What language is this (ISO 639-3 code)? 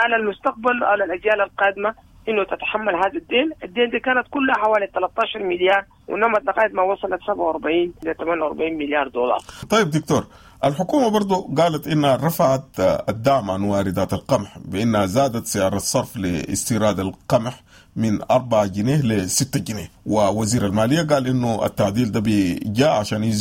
apd